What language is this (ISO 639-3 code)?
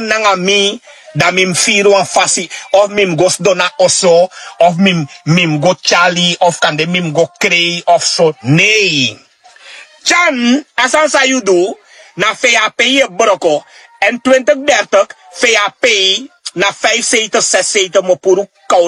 srn